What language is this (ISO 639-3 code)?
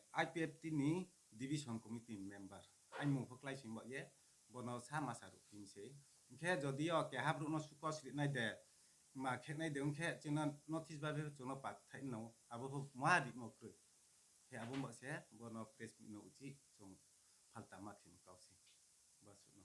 ria